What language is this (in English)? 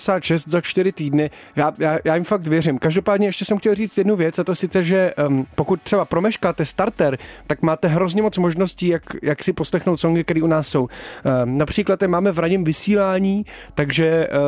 Czech